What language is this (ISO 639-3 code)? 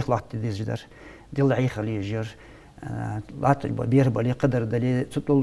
inh